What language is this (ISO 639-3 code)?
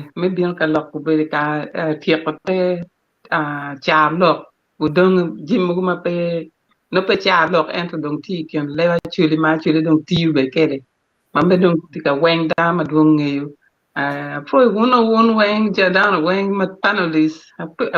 ach